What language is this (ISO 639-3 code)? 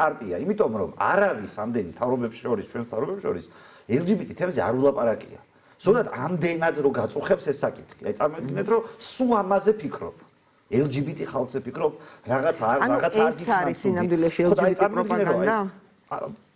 kat